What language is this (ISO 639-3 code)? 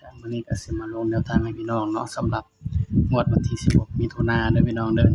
tts